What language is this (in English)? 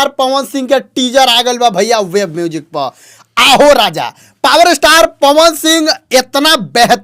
Bhojpuri